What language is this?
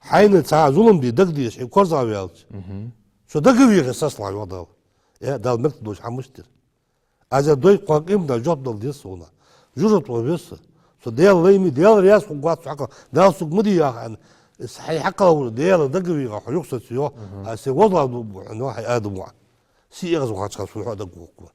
Ingush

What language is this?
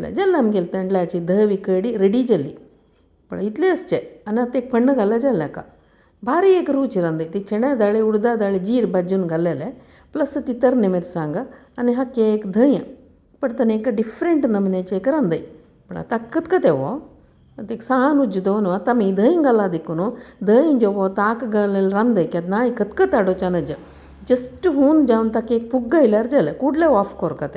Konkani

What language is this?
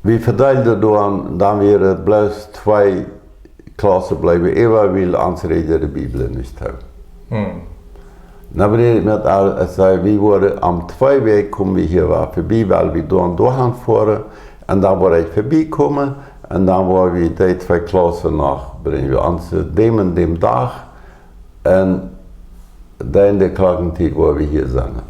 Plautdietsch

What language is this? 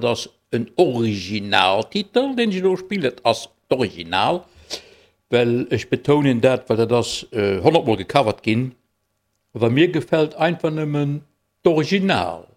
Luxembourgish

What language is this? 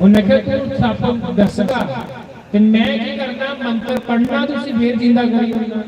Dogri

